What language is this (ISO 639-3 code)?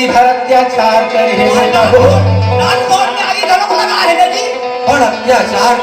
hne